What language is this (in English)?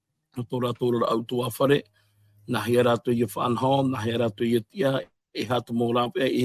Tahitian